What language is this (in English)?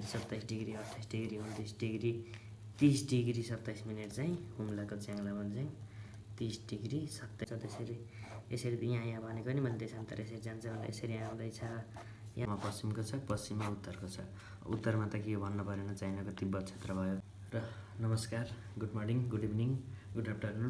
Nepali